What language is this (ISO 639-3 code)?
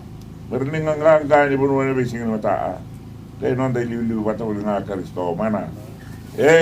fij